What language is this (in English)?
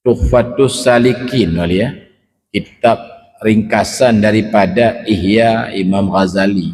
Achinese